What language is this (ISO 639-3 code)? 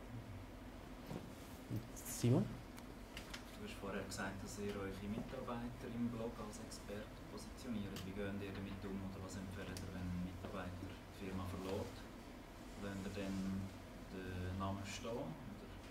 deu